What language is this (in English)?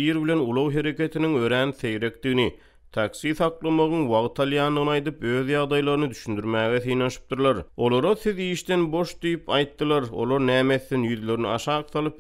Turkmen